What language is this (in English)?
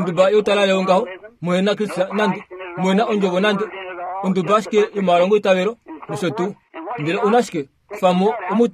Kuanyama